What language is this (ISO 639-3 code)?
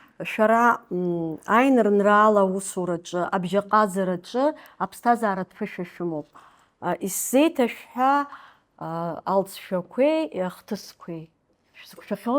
abk